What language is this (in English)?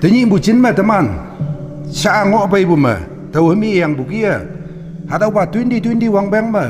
Konyak Naga